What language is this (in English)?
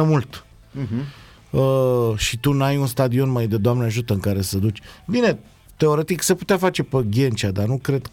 Romanian